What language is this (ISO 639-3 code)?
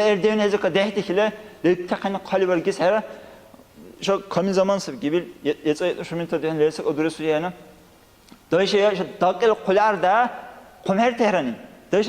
dar